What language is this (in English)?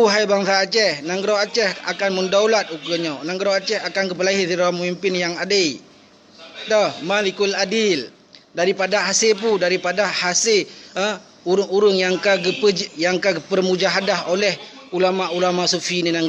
Achinese